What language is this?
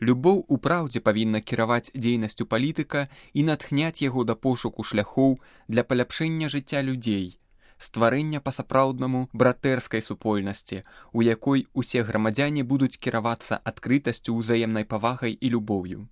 Belarusian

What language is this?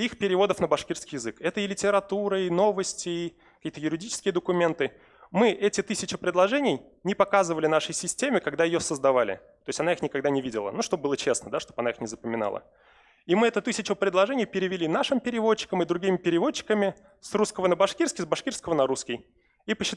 Bashkir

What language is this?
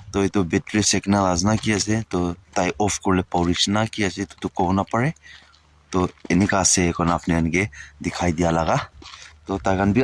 Naga Pidgin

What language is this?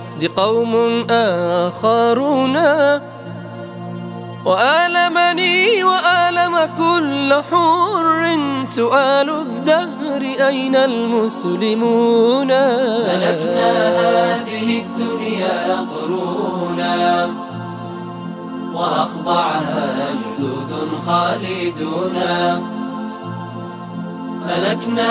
Arabic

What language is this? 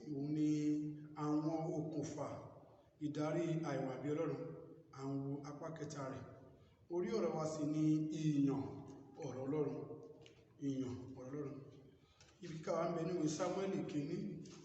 Yoruba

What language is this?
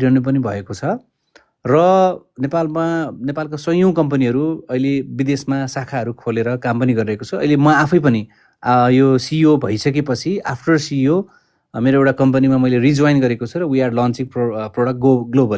Nepali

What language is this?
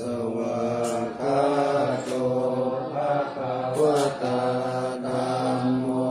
Pali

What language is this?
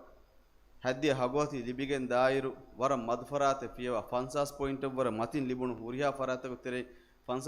Divehi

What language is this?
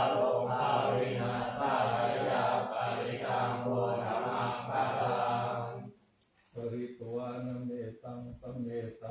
Pali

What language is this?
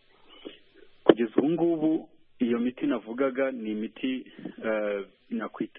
Kinyarwanda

